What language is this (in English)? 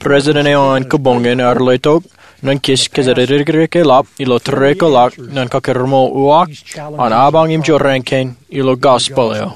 Marshallese